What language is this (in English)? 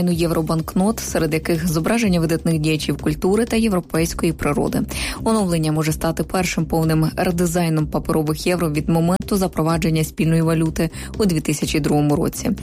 Ukrainian